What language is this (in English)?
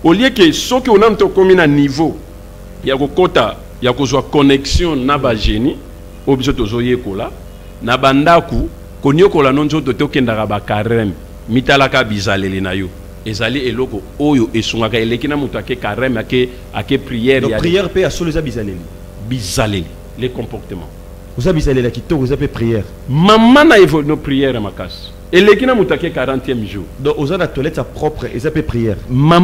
Lingala